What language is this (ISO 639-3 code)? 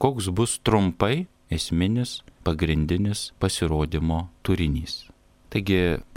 lit